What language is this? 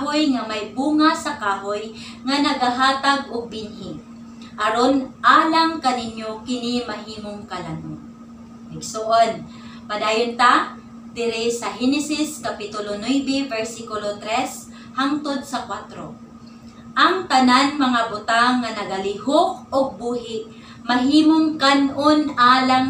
Cebuano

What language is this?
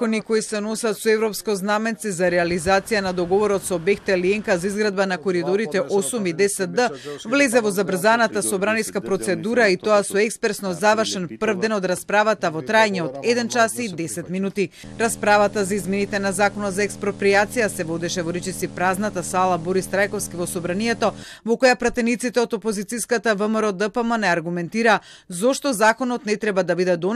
Macedonian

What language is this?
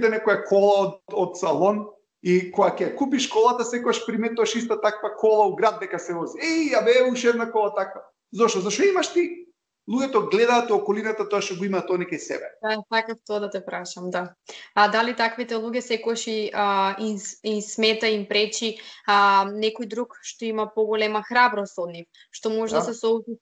Macedonian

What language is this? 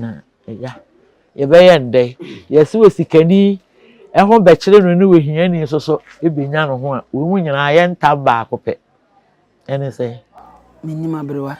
Akan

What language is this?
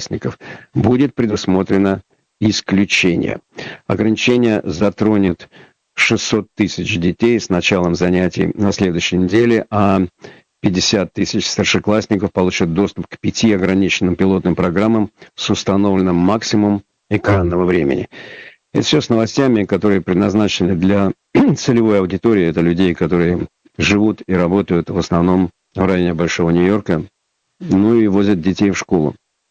Russian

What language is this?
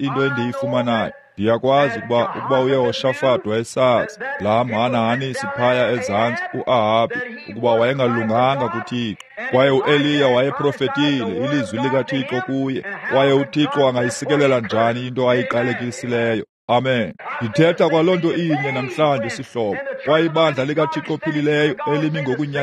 Xhosa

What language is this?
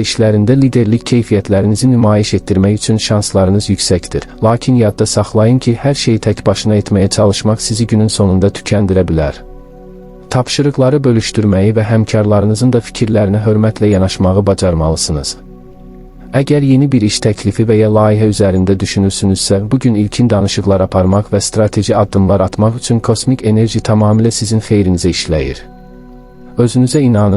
Azerbaijani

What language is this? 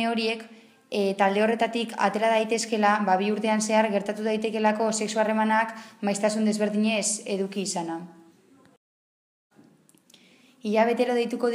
Basque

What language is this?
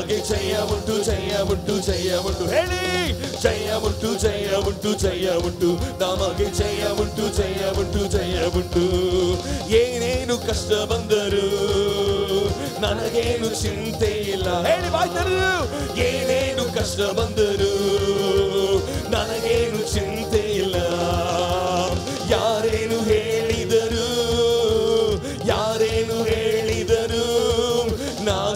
Kannada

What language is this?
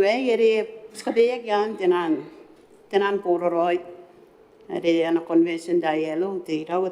Gilbertese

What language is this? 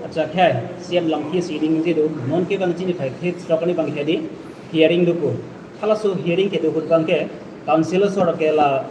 Karbi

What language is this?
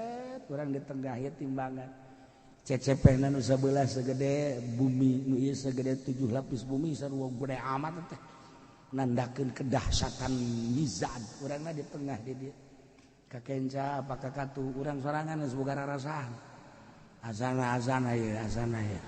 Sundanese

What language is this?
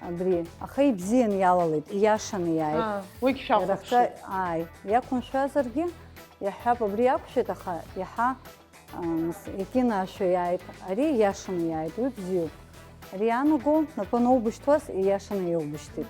Abkhazian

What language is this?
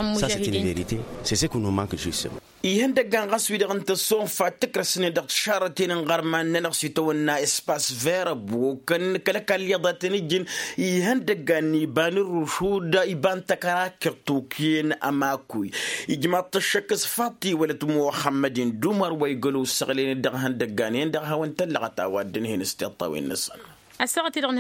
Tamasheq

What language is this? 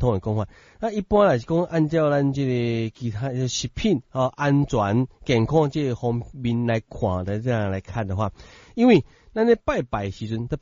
Min Nan Chinese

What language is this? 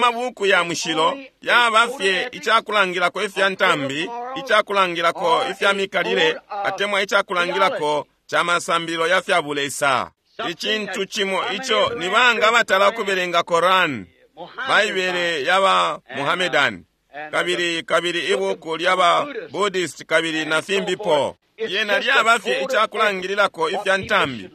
Bemba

